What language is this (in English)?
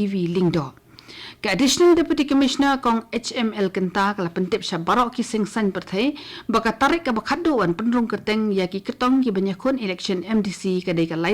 Khasi